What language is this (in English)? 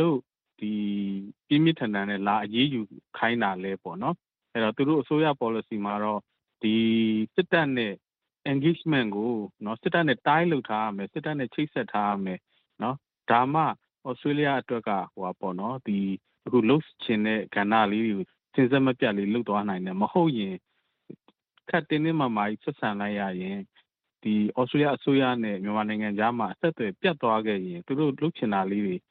Burmese